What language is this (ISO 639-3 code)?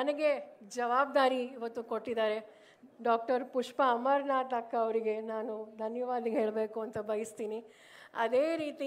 kan